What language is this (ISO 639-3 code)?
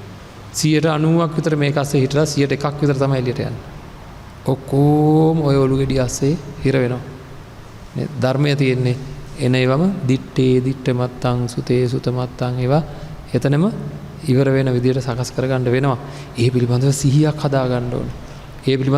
sin